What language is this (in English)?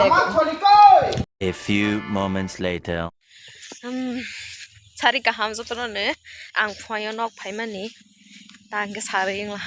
Kok Borok